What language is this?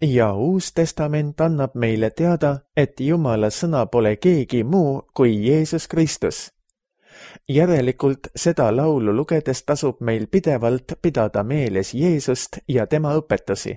Estonian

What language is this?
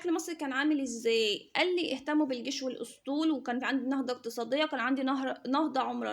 Egyptian Arabic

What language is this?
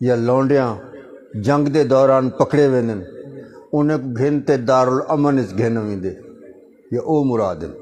Saraiki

